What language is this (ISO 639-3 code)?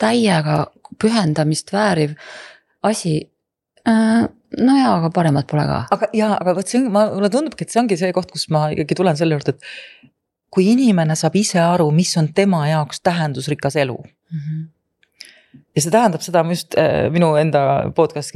est